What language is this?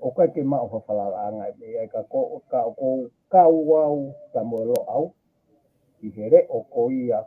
Tongan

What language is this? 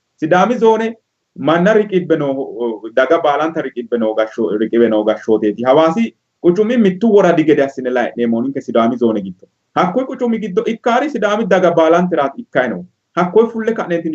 Sidamo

